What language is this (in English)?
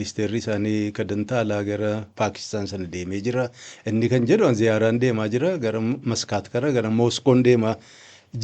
Oromo